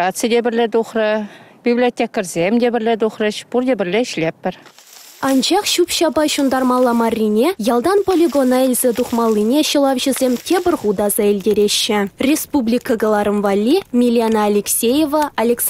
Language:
Chuvash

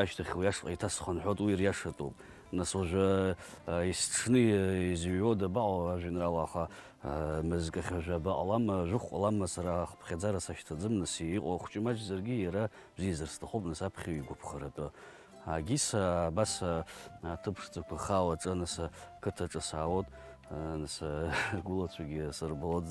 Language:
Abkhazian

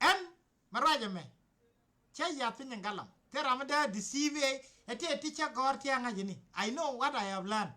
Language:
Nuer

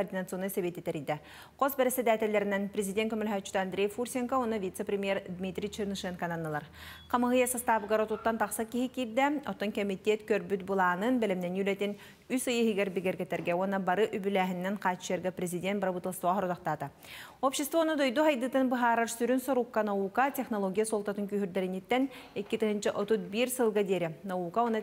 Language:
Yakut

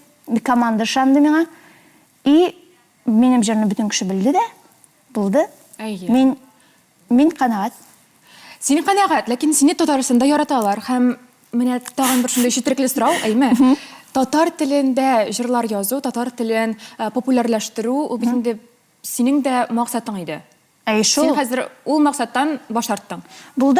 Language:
Tatar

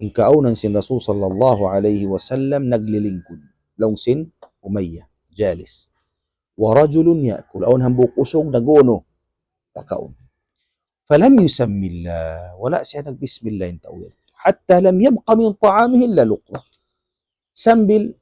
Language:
Tausug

